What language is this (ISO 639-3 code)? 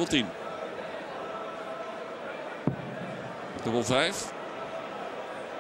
nld